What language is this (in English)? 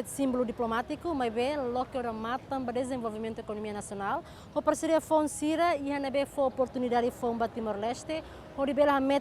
Tetum